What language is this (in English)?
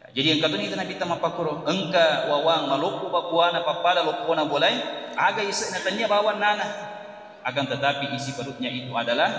Buginese